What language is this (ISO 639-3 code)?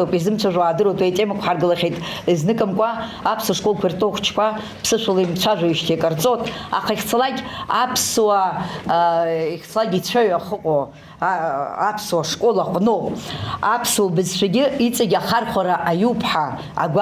abk